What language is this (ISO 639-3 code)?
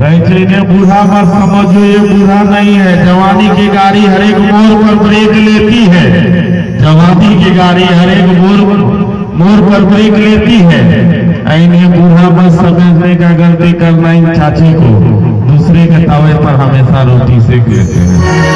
mai